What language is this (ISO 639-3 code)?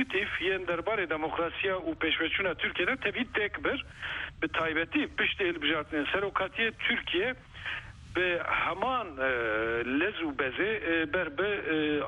kur